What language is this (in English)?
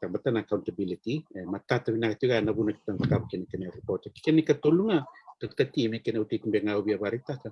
Fijian